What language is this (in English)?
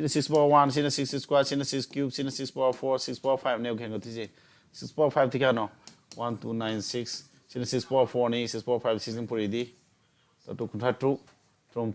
Manipuri